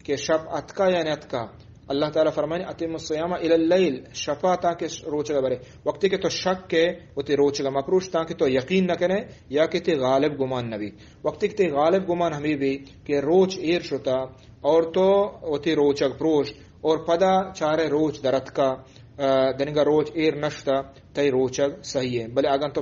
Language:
Eastern Balochi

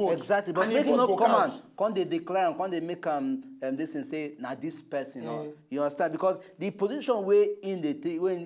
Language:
Nigerian Pidgin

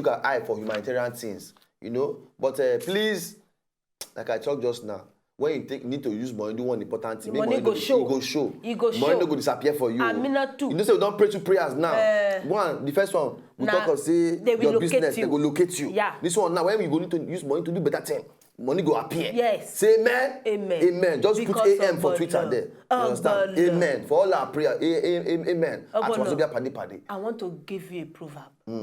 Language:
Nigerian Pidgin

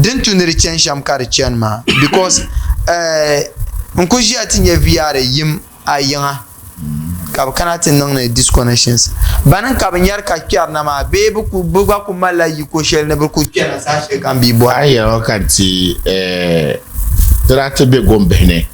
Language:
Dagbani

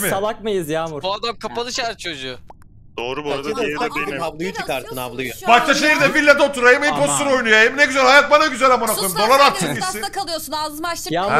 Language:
Turkish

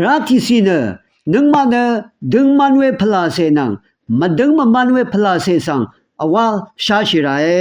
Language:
Rawang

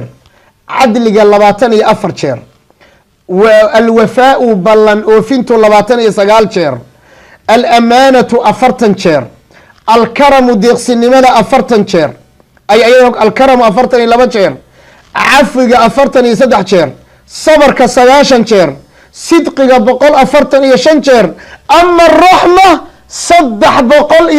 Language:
Somali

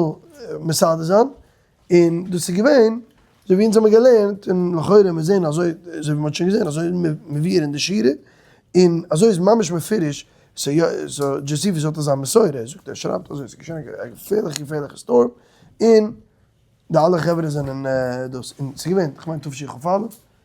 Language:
Yiddish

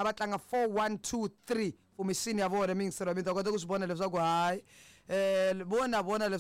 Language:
Tsonga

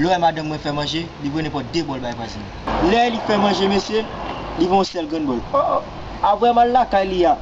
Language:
Haitian Creole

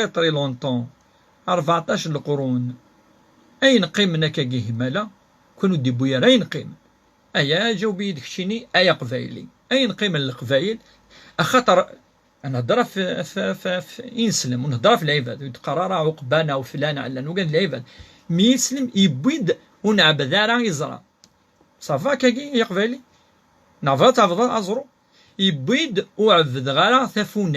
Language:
Kabyle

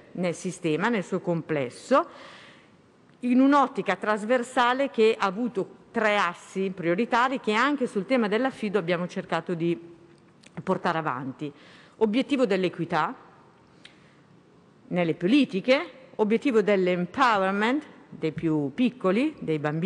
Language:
Italian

